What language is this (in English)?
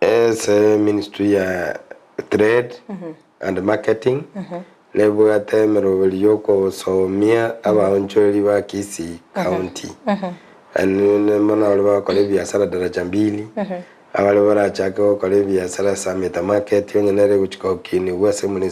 Gusii